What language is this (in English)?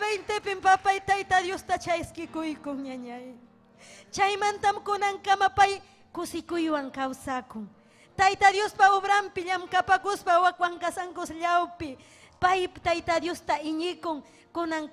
Ayacucho Quechua